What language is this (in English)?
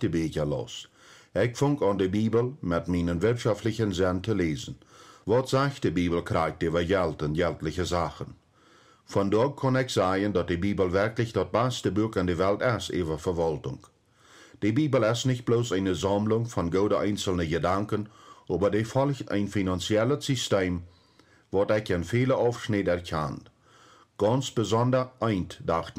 Plautdietsch